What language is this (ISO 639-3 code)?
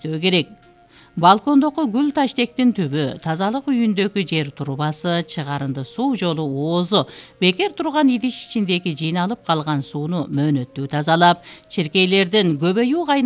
kir